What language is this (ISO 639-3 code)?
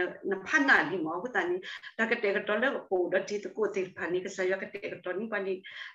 ksw